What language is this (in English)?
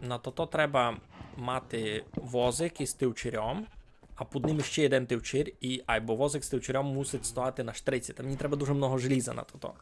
Rusyn